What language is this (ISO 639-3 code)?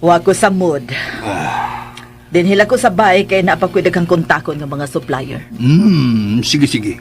ceb